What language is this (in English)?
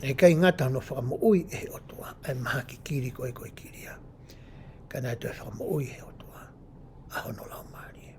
Tongan